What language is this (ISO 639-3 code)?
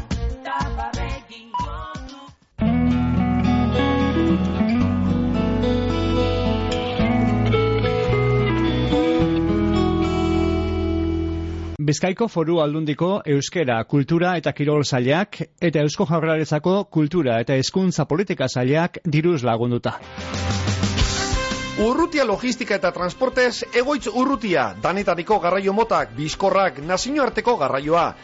eus